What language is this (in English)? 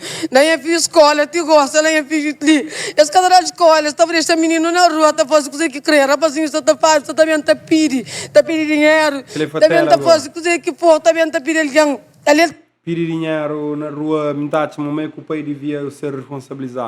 Kabuverdianu